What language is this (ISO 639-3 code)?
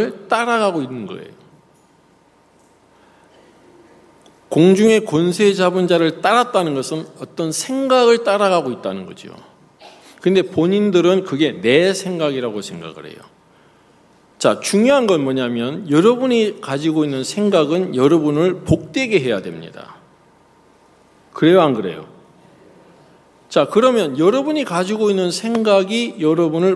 kor